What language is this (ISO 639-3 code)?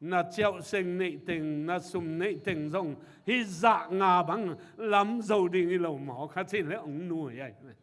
ctd